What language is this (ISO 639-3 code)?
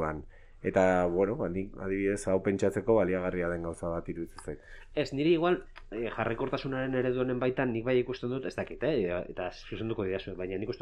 eus